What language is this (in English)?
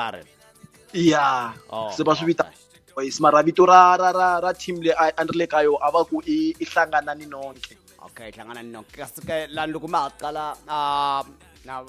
Tsonga